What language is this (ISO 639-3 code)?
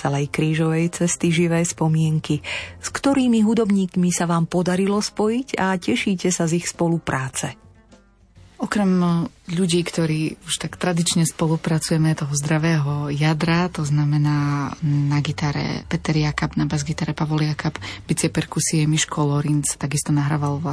slk